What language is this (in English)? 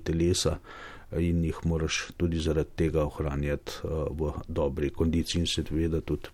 Slovenian